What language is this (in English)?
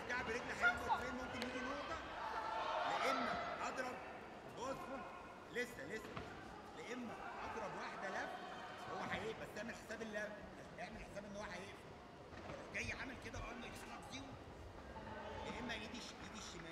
Egyptian Arabic